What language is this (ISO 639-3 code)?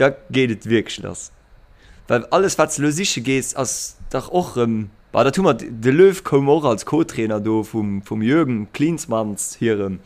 ltz